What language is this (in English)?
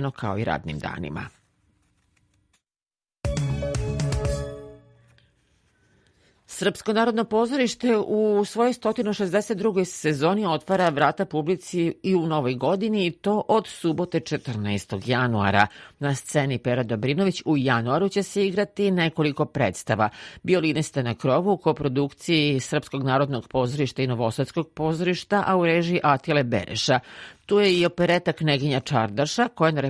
Serbian